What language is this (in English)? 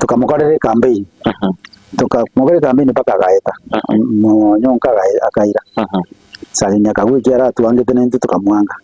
Gusii